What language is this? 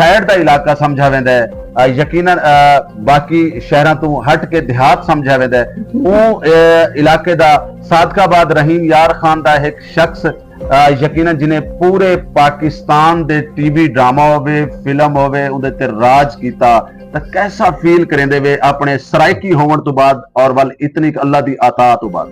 Saraiki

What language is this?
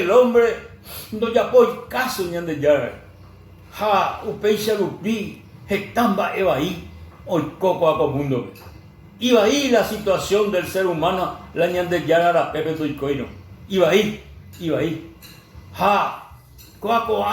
Guarani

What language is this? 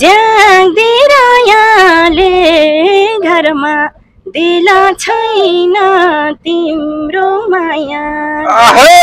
Nepali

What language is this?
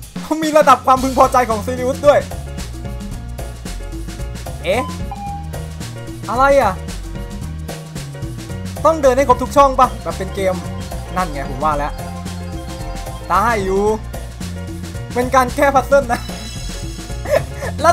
Thai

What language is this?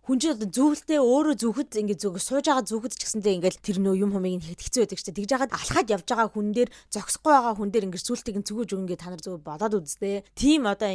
Mongolian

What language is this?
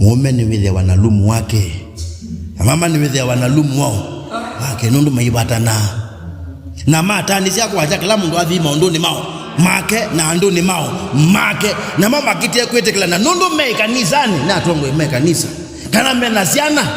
Kamba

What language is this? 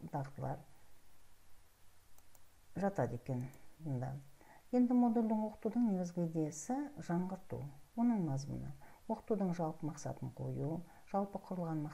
Kazakh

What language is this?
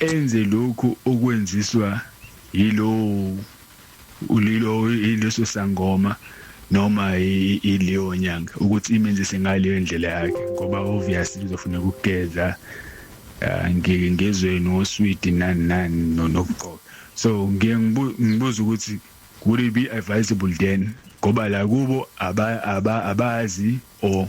Zulu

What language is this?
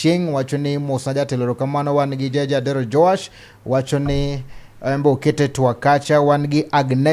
Luo (Kenya and Tanzania)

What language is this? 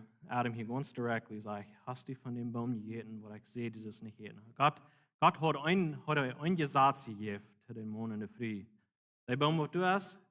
Plautdietsch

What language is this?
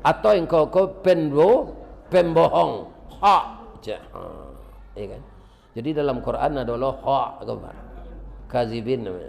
Minangkabau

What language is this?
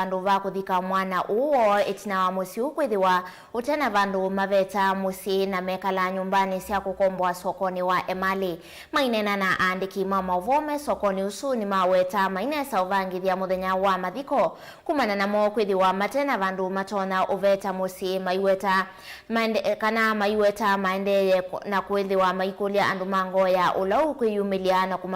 Kamba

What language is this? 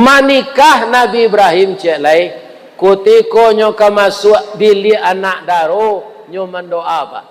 Minangkabau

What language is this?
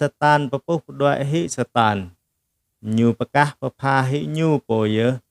Jarai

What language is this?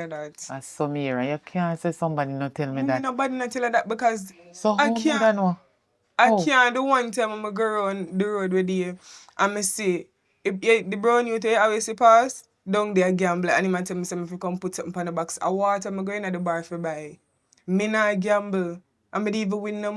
Jamaican Creole English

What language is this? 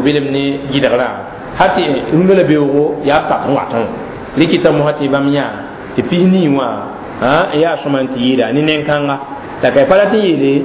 Mossi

